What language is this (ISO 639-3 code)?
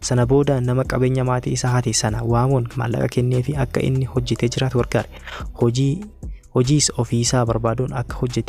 orm